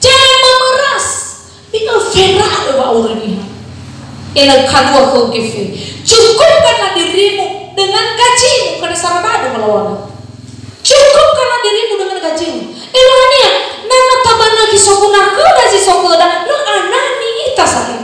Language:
Nias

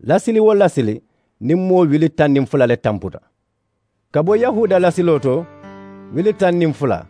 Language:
Mandingo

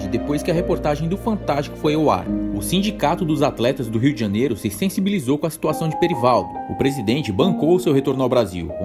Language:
Portuguese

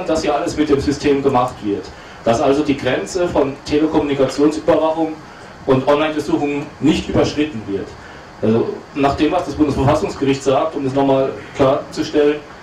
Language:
German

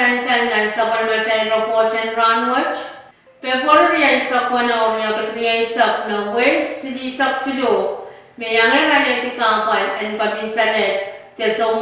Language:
Pohnpeian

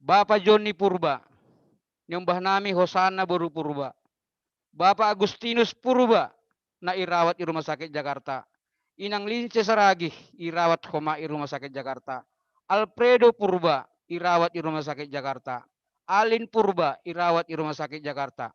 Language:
Batak Simalungun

